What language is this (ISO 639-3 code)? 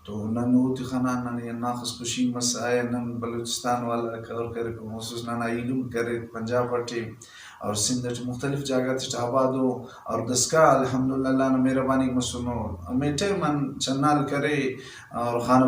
brh